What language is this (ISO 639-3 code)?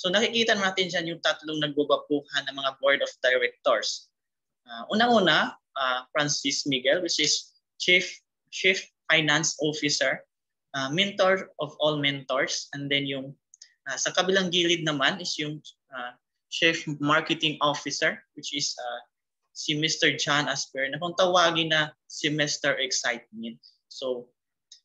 fil